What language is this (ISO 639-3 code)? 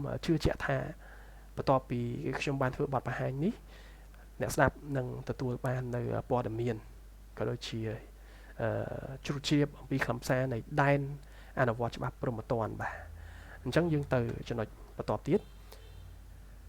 khm